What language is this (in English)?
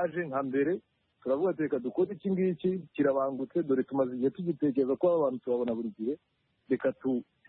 Kinyarwanda